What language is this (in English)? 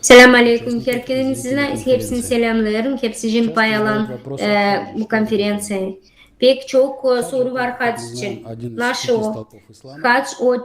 Gagauz